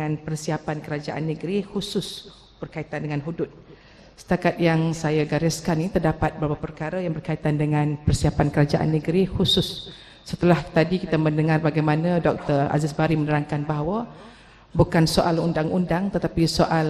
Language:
Malay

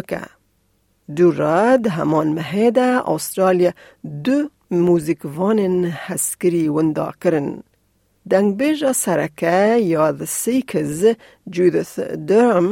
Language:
Kurdish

